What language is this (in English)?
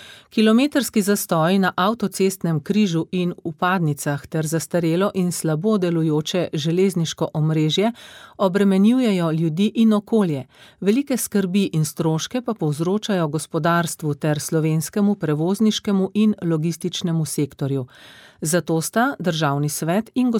Slovenian